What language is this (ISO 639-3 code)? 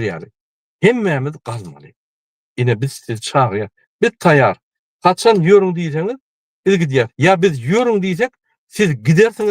tuk